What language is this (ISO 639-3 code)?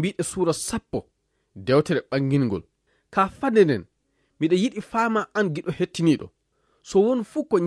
ful